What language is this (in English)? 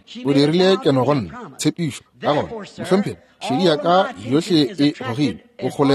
Northern Sotho